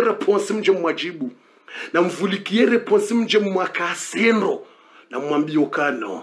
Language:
Swahili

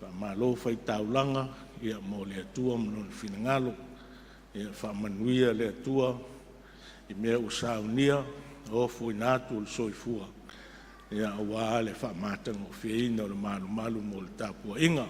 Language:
Samoan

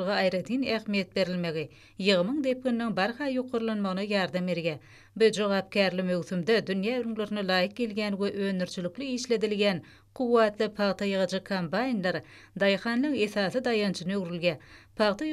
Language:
Turkmen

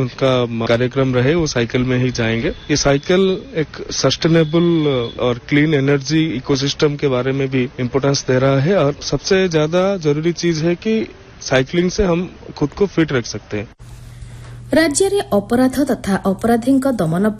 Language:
Odia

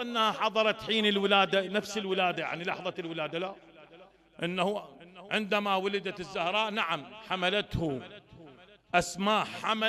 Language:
Mesopotamian Arabic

